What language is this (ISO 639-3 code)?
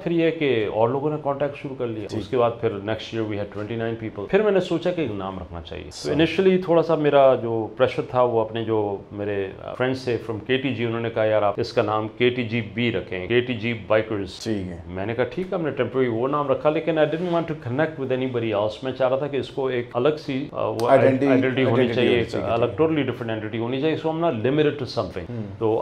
urd